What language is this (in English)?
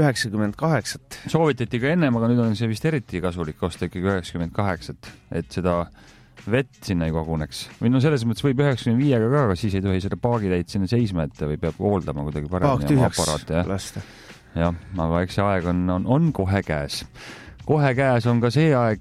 Estonian